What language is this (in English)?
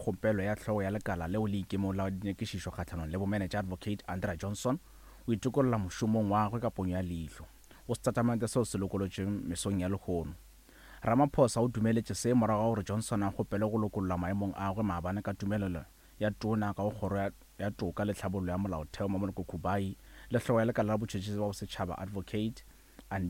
Northern Sotho